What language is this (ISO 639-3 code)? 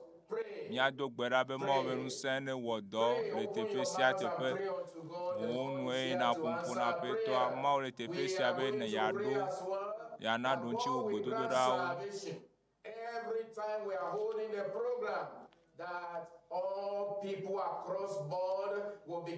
ewe